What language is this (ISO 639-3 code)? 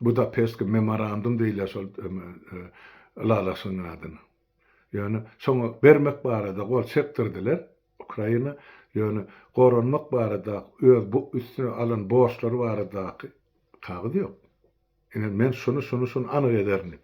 tuk